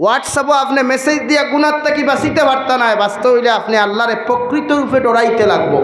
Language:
Sylheti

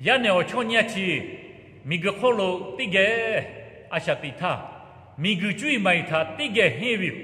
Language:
Lahu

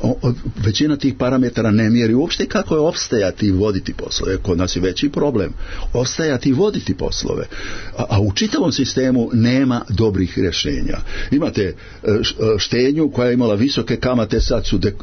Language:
Serbian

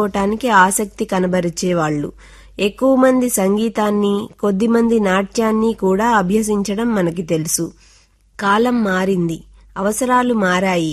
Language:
Telugu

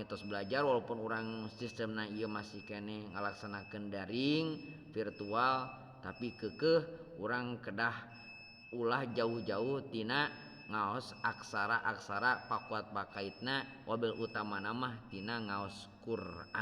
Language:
Sundanese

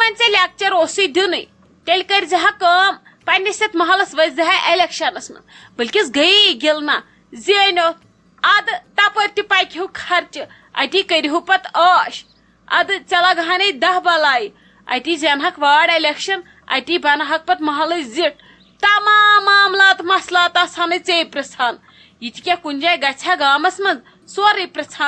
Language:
Kashmiri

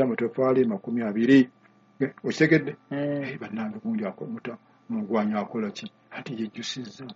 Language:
Ganda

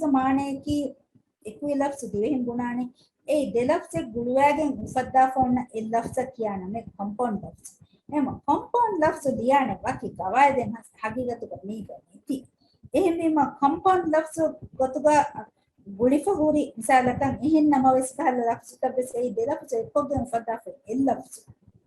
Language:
Divehi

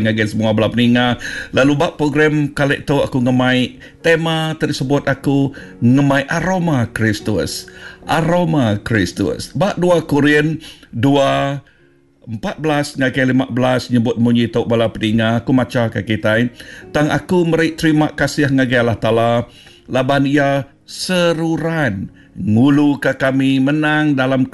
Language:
Iban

